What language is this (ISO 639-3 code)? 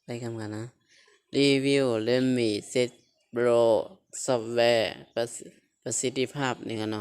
shn